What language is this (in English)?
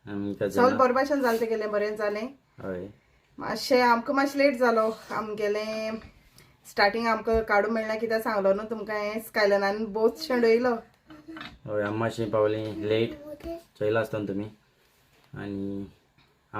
Konkani